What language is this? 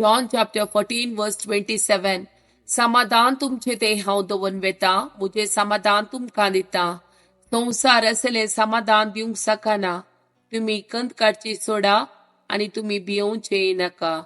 Konkani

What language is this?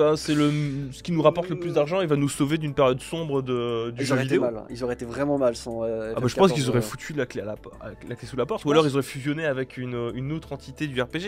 French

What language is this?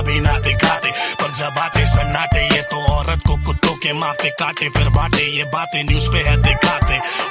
Hindi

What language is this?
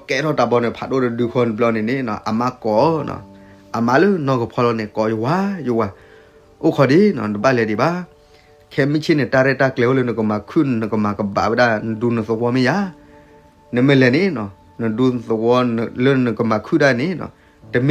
S'gaw Karen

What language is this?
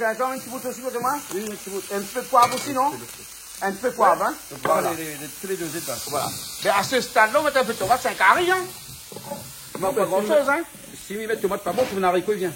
Réunion Creole French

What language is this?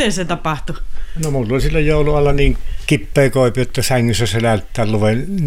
Finnish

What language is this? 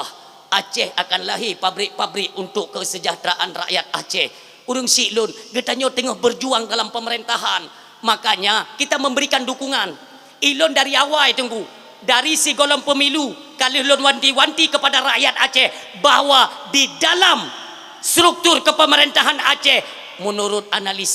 Achinese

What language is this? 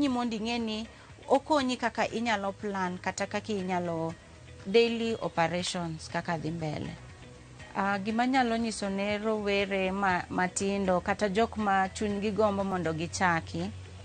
Luo (Kenya and Tanzania)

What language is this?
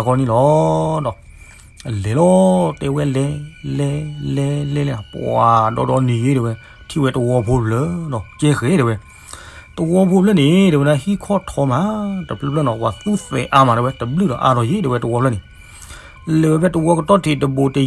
S'gaw Karen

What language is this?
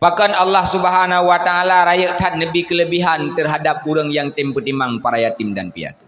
Achinese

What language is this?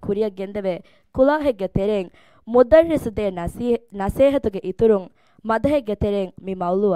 Divehi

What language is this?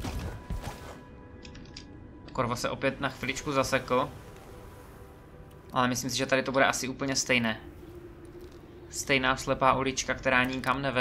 Czech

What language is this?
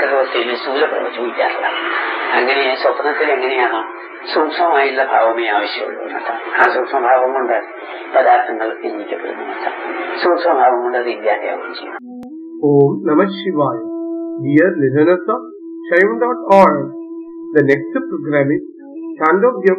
Malayalam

